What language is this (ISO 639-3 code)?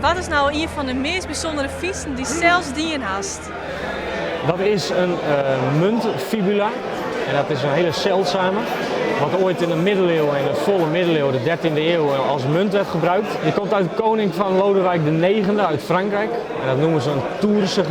fry